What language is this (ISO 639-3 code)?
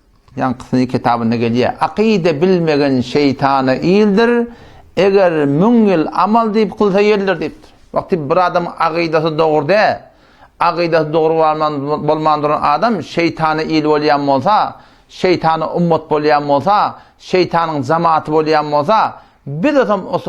tuk